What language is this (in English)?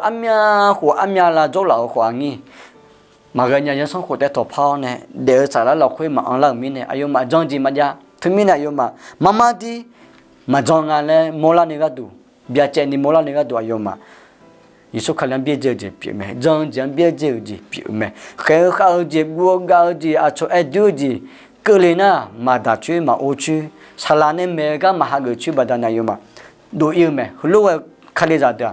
Akha